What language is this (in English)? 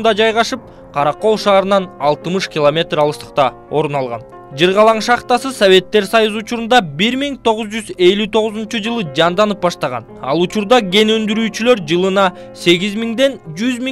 Kyrgyz